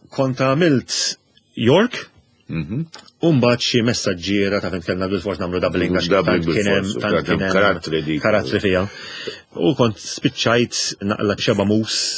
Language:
Maltese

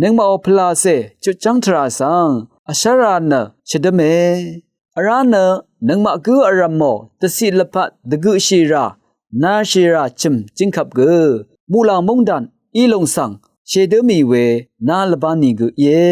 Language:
Rawang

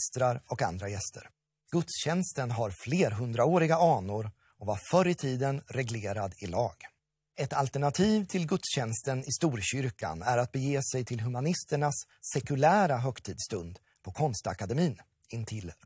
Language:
Swedish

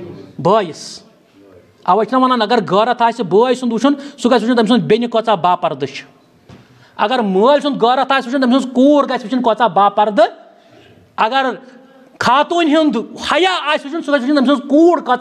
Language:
Kashmiri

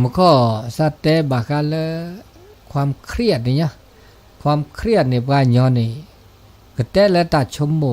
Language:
S'gaw Karen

